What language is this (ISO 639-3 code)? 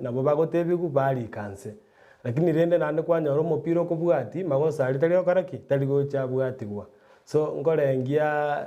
guz